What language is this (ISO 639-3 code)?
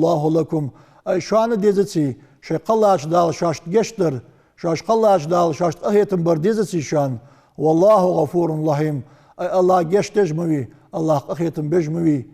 inh